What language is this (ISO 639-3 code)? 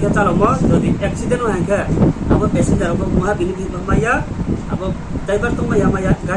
ria